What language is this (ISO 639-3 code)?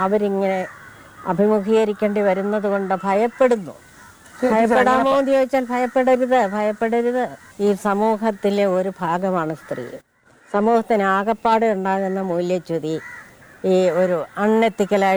mal